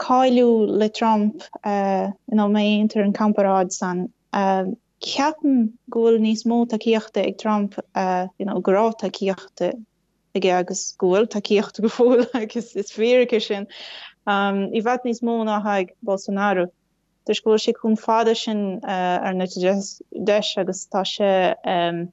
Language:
Irish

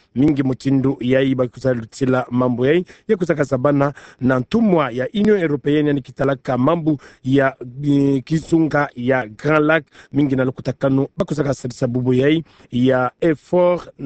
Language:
Kituba (Democratic Republic of Congo)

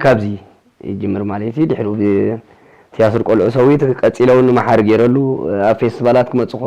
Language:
Tigrinya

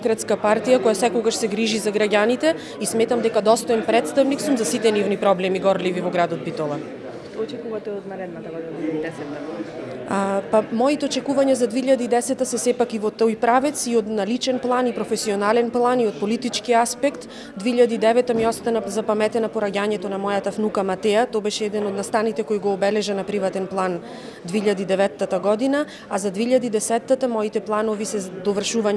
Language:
Macedonian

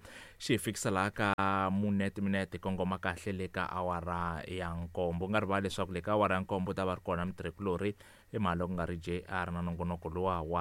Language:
Tsonga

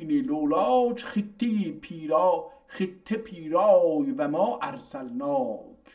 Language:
South Azerbaijani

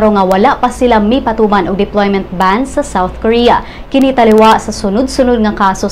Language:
Cebuano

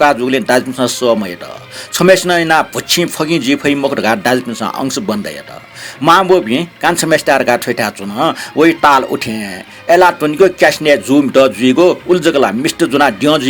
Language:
Newari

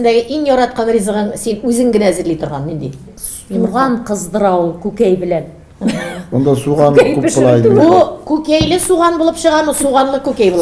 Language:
Tatar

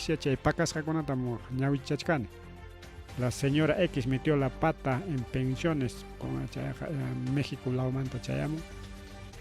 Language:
Ayacucho Quechua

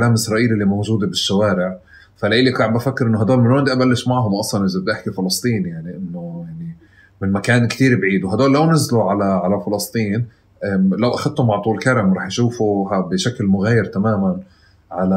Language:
North Levantine Arabic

